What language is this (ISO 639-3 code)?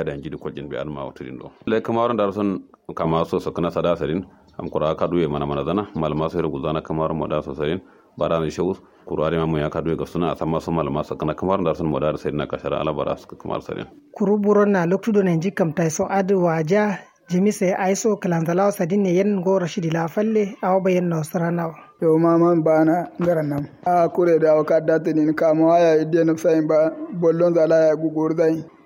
kau